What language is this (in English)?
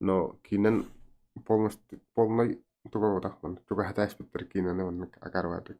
Yakut